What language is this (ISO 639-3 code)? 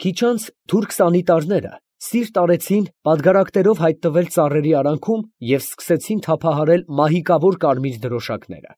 hye